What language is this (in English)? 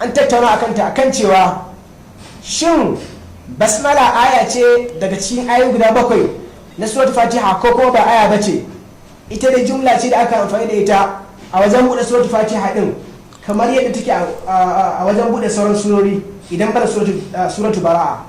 Hausa